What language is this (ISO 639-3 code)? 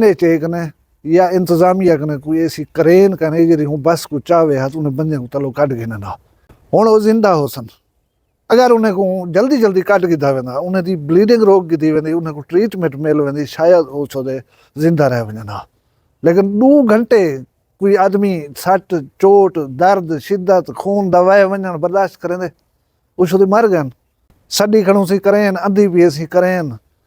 skr